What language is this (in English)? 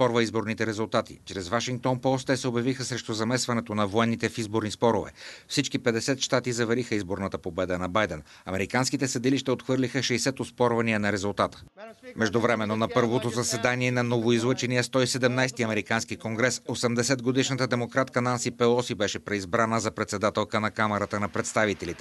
Bulgarian